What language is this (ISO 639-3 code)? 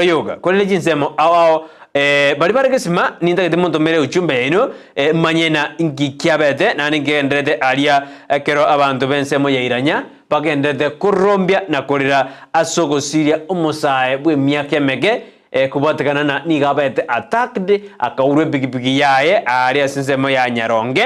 guz